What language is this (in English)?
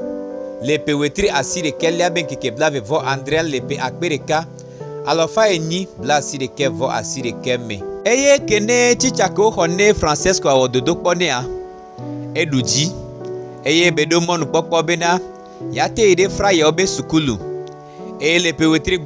Gen